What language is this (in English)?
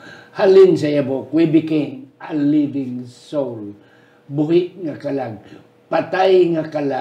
Hiligaynon